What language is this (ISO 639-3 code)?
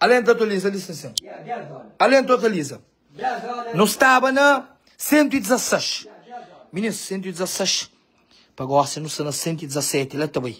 kea